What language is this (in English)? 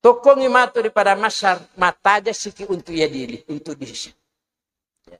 Buginese